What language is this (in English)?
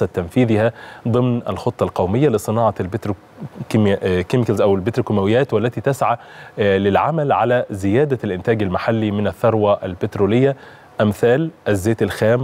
Egyptian Arabic